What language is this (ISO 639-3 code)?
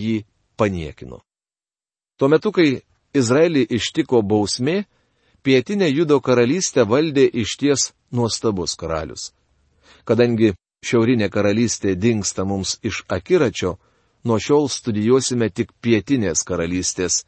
lit